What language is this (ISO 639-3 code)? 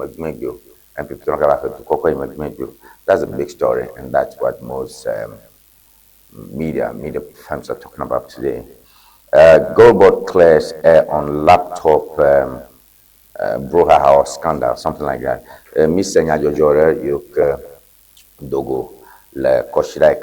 ewe